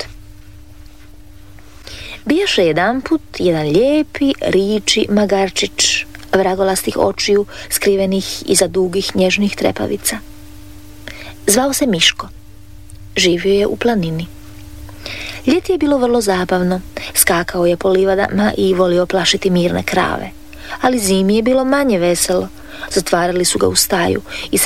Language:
Croatian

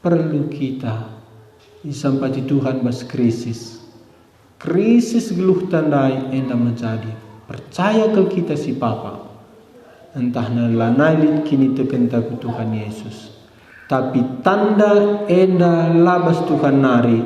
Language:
Batak Karo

